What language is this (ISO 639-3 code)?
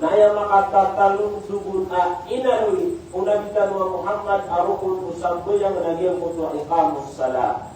mrw